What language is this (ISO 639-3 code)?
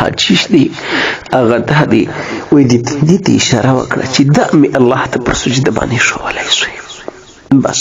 pus